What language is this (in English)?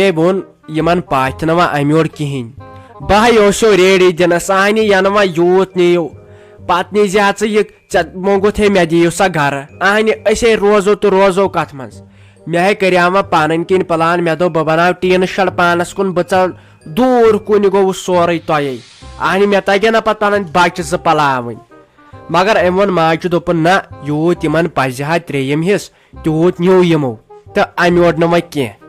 Kashmiri